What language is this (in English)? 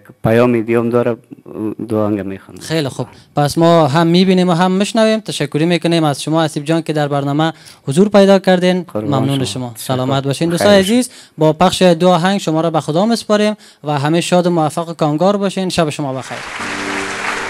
Persian